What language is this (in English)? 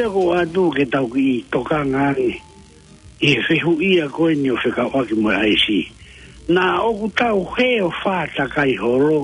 Tongan